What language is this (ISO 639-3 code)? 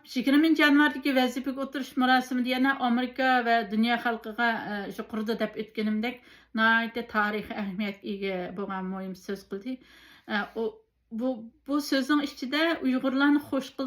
uig